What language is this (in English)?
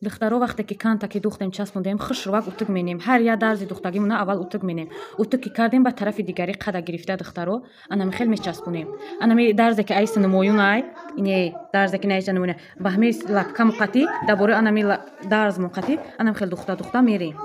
Tajik